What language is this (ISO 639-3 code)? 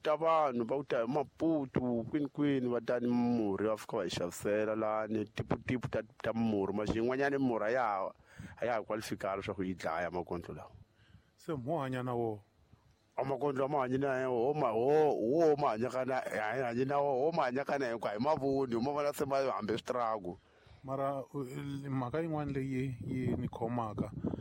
tso